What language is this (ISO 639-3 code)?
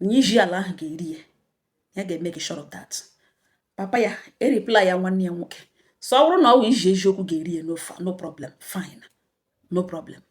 ibo